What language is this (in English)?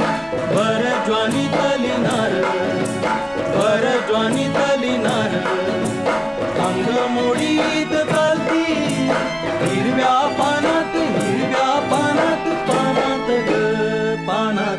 Marathi